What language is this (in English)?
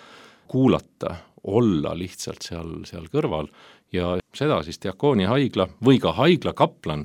Estonian